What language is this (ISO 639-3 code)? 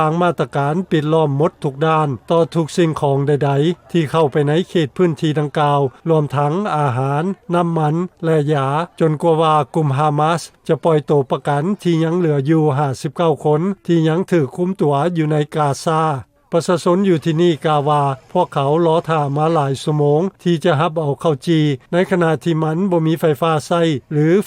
lao